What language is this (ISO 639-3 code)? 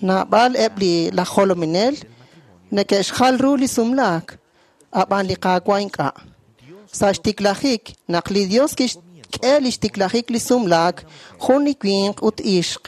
kek